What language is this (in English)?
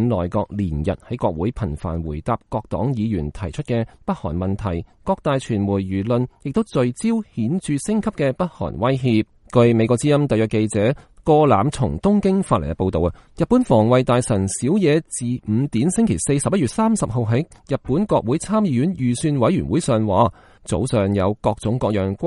Cantonese